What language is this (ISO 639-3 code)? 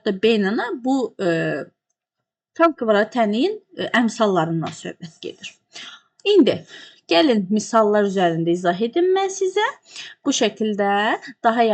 aze